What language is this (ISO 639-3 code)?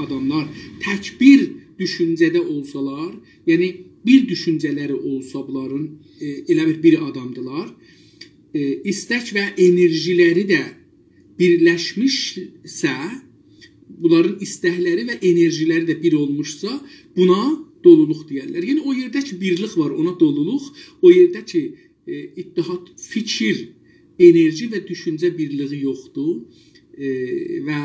azb